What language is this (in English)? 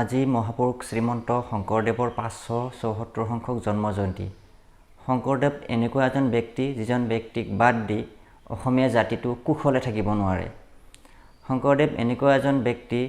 Assamese